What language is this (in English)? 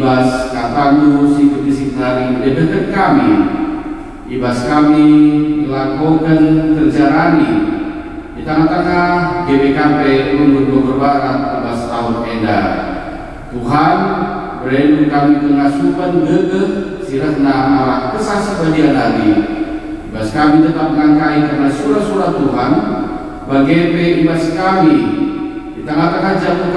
Batak Karo